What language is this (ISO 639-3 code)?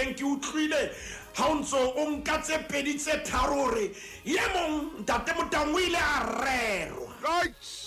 sot